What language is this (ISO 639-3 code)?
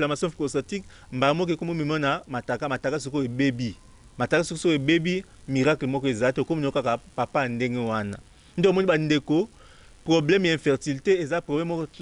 lin